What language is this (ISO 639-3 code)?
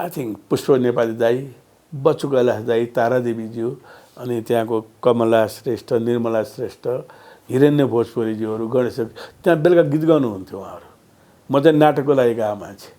nep